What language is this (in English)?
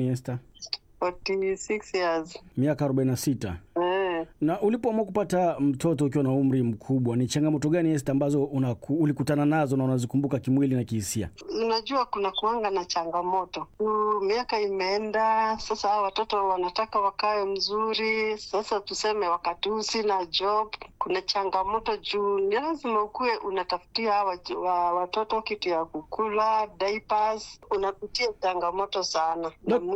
Swahili